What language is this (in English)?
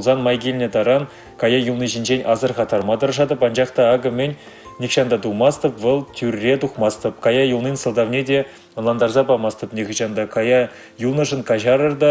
Chuvash